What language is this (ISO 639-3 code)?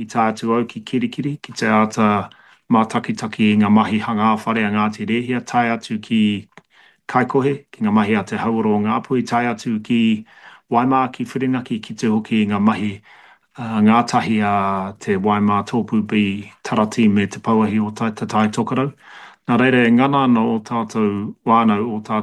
mri